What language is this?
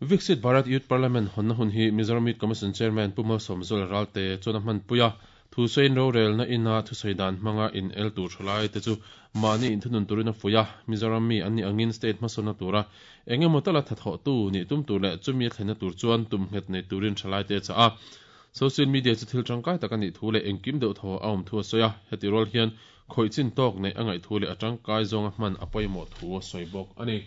Mizo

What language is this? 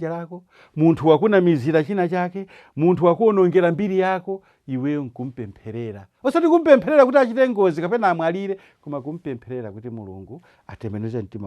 Nyanja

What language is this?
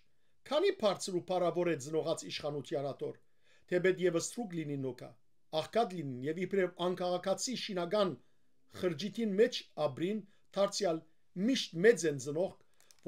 Western Armenian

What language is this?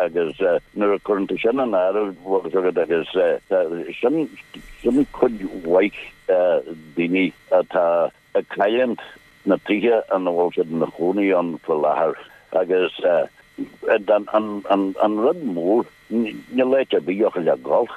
Irish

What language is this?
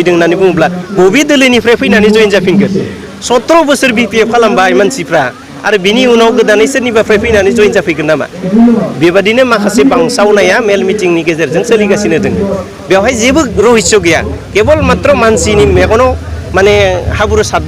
Bodo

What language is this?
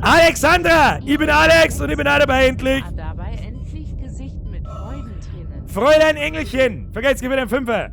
Bavarian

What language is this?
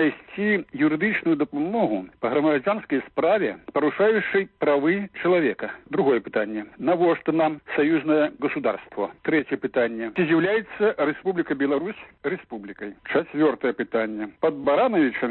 Belarusian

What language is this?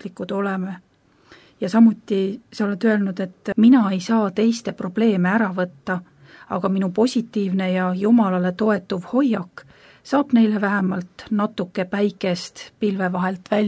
Estonian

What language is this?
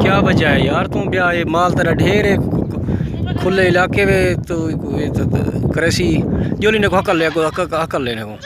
Saraiki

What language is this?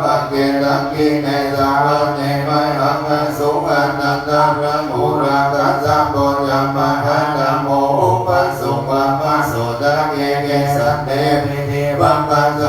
Pali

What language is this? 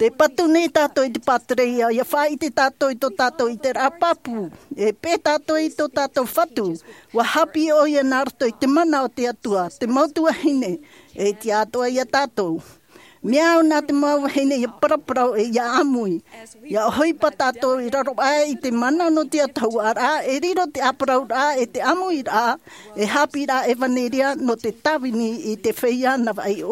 Tahitian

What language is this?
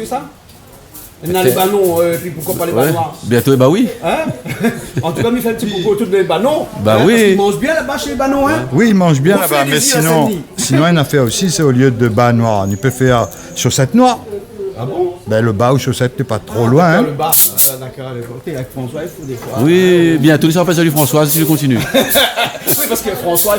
Réunion Creole French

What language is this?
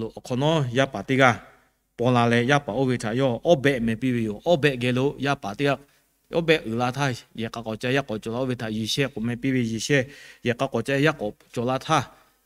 Lahu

